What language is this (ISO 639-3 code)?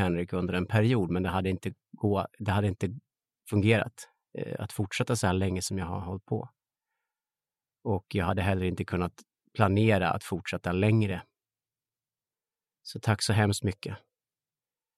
swe